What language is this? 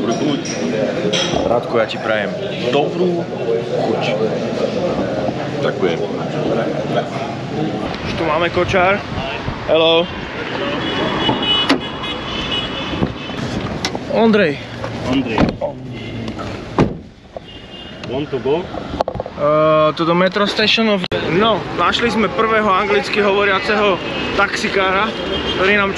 Slovak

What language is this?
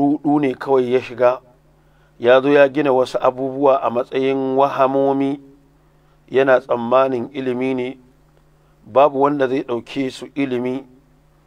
Hausa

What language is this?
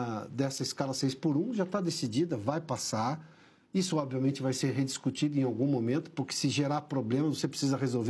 Portuguese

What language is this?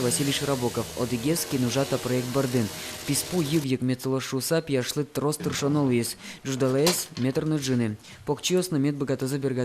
Udmurt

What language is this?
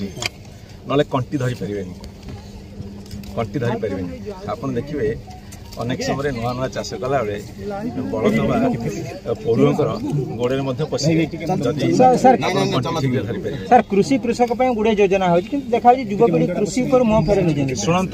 Odia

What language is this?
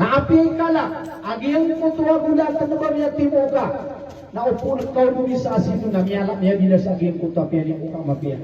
Maranao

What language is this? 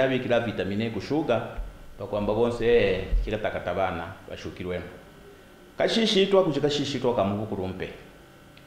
Kaonde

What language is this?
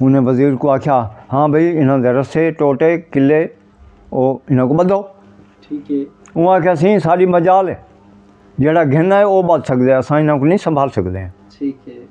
Saraiki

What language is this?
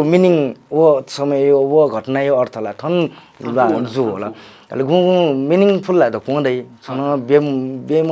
Newari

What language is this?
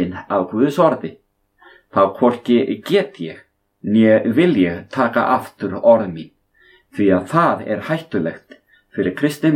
Icelandic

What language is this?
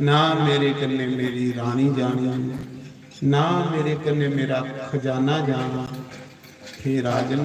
Dogri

